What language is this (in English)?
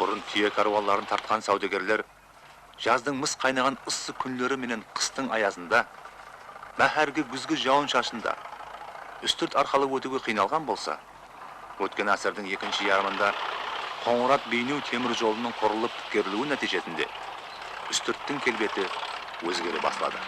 Kara-Kalpak